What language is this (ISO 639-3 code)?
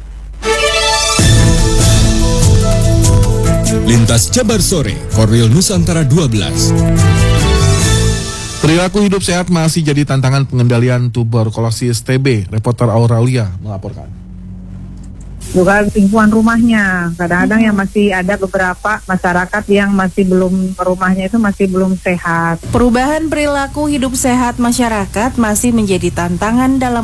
ind